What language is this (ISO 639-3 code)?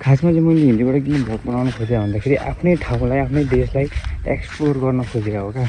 nep